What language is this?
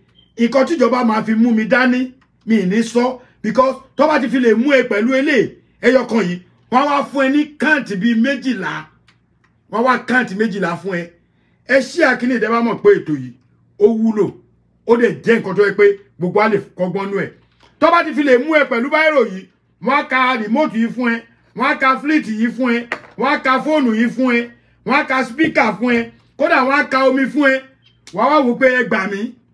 Yoruba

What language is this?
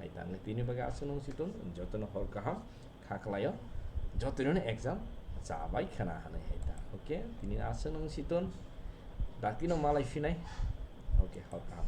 Kok Borok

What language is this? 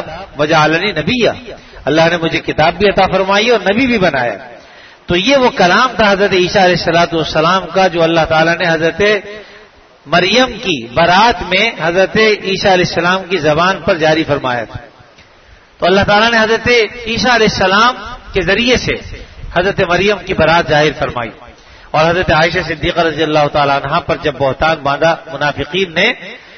Urdu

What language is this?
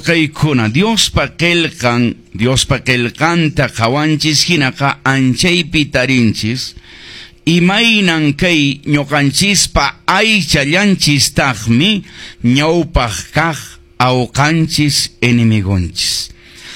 Quechua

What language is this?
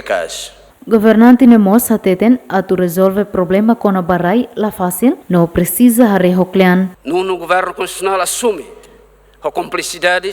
Tetum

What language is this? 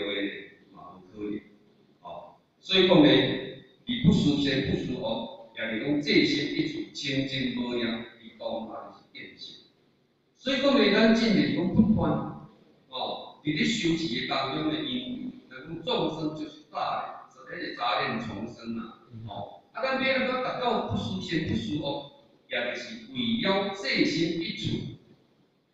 Min Nan Chinese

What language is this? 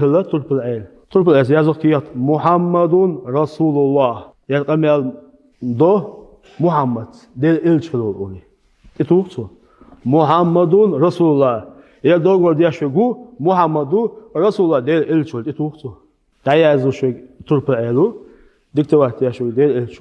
Chechen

